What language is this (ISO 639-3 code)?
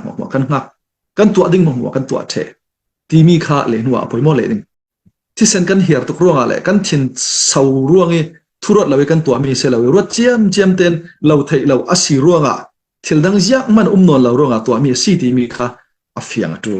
cnh